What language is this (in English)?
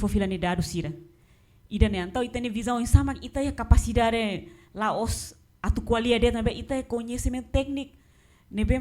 Tetum